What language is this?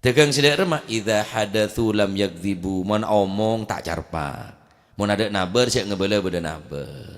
Madurese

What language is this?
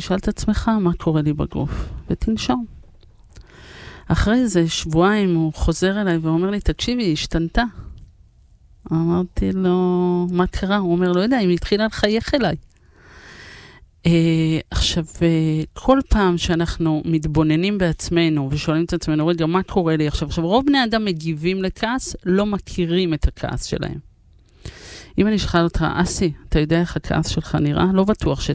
Hebrew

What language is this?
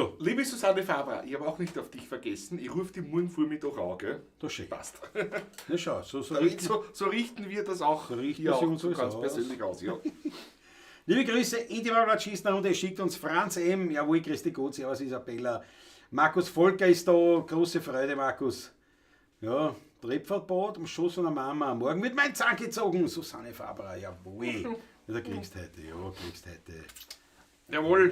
Bavarian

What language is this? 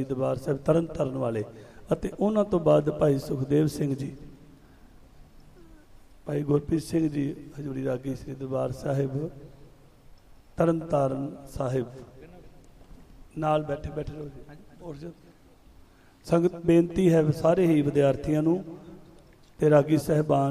Punjabi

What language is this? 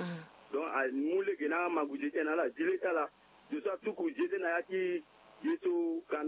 Sango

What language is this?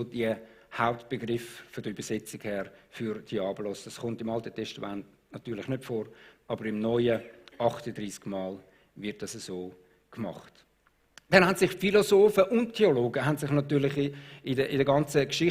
Swiss German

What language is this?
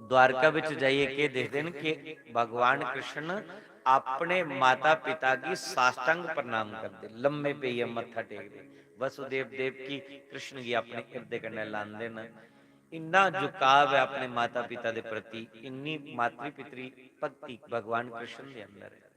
Dogri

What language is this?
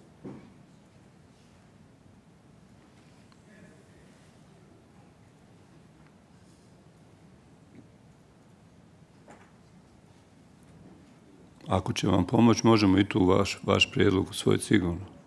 Bosnian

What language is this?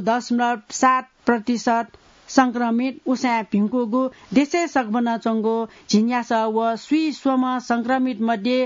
Newari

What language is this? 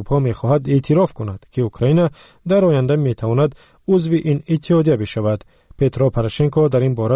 Persian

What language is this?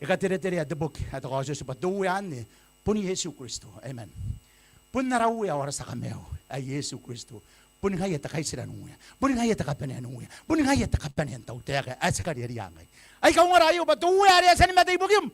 Gilbertese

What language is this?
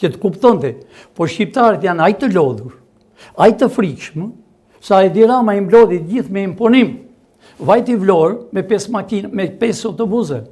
Albanian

